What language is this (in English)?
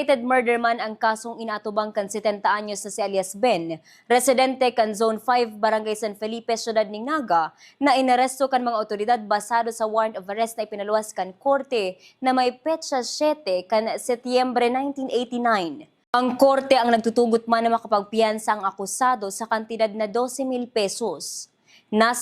Bikol